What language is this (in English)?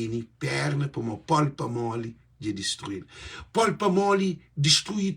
Kabuverdianu